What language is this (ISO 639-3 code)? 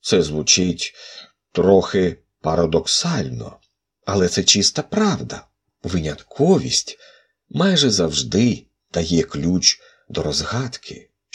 ukr